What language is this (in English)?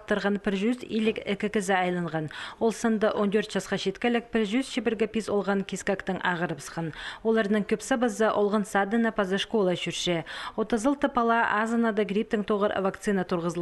Khakas